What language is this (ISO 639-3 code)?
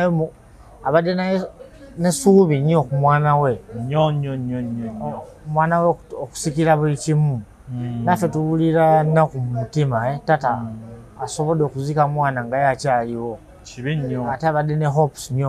lug